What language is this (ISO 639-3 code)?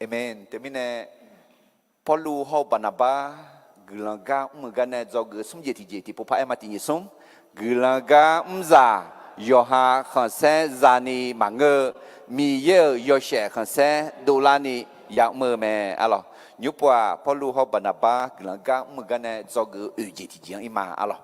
ahk